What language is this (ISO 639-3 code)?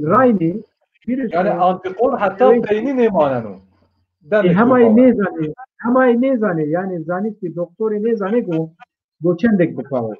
zza